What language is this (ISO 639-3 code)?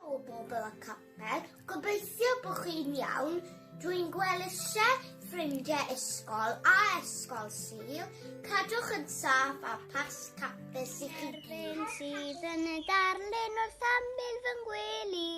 cym